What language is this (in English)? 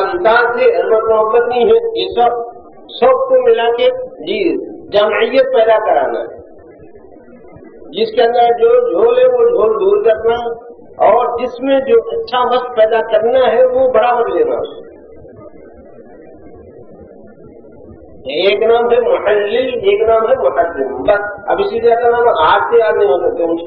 Urdu